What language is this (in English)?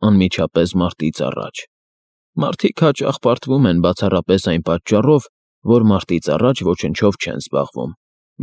Armenian